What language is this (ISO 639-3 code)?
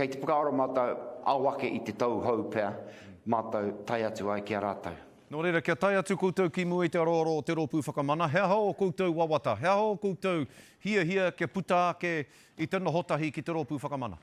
mri